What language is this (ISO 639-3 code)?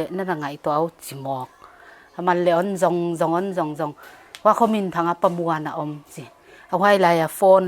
pck